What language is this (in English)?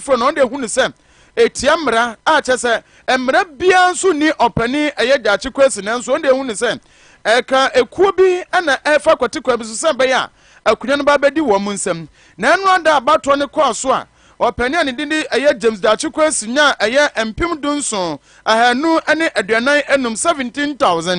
Akan